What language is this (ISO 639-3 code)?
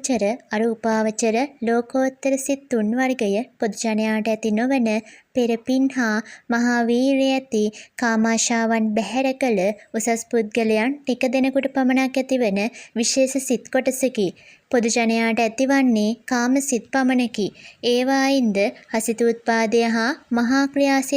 sin